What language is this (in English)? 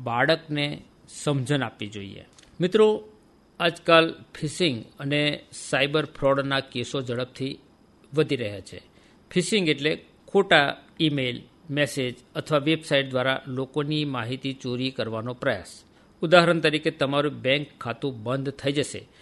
Gujarati